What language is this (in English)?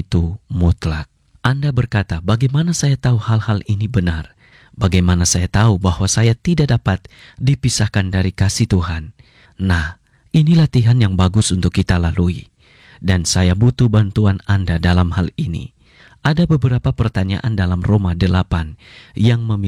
Indonesian